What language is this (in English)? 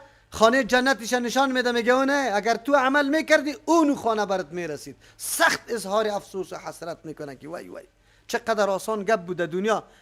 Persian